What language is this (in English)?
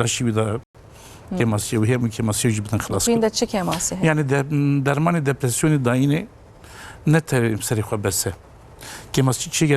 Kurdish